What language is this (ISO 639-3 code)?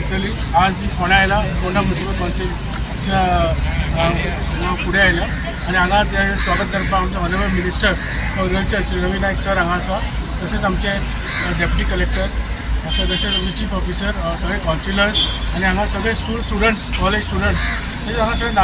kok